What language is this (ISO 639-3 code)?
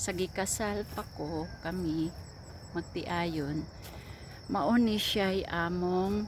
ceb